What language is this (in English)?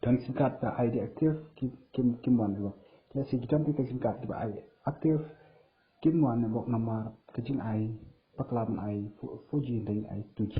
Khasi